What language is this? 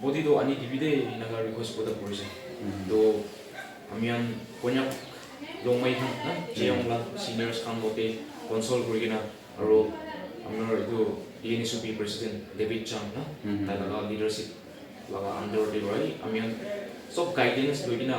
Naga Pidgin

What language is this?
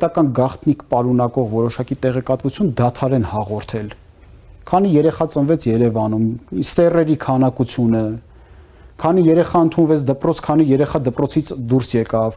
Armenian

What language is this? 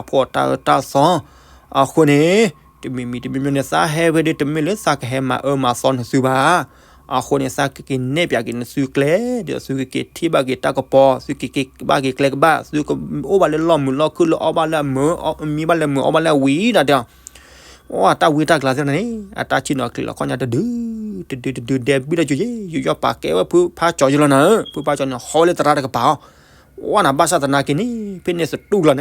S'gaw Karen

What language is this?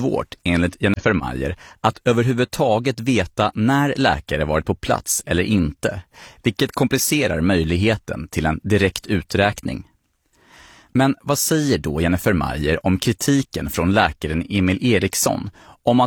Swedish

